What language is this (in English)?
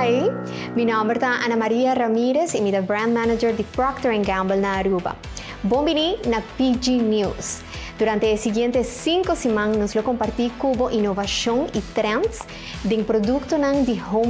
Papiamento